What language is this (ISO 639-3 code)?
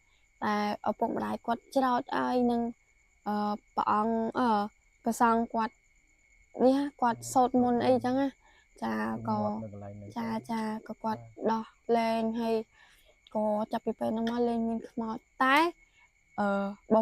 khm